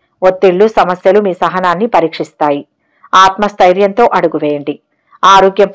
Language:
Telugu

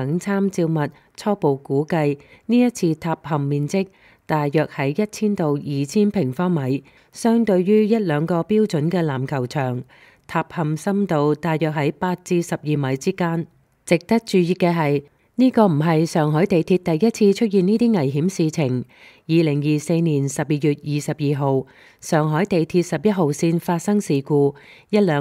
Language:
Cantonese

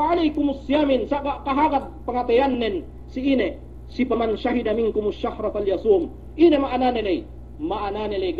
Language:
Yakan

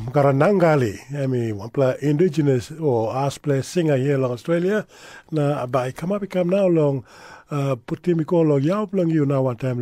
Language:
Tok Pisin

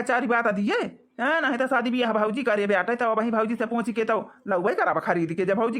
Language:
Awadhi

